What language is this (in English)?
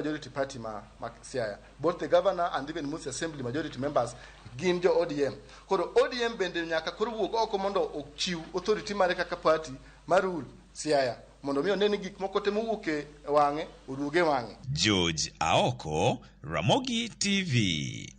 Luo (Kenya and Tanzania)